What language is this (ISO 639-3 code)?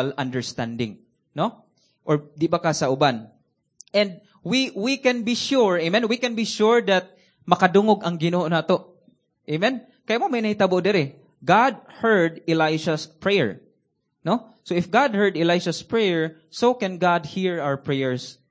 ceb